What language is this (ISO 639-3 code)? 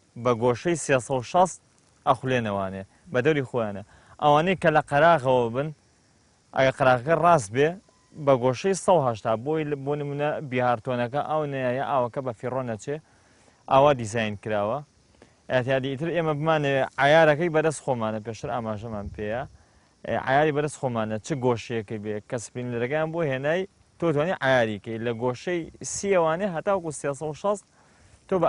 ckb